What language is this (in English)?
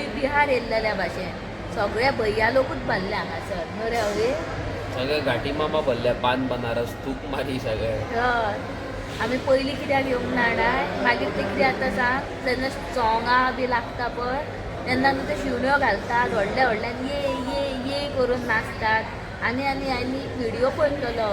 Konkani